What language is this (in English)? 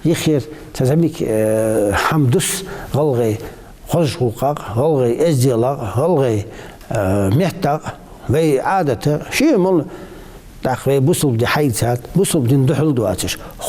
Ingush